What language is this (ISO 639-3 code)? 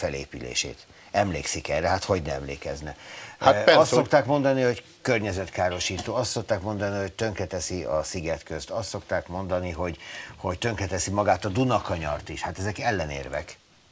hun